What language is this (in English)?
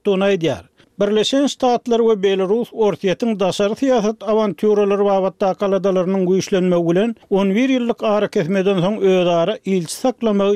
Turkmen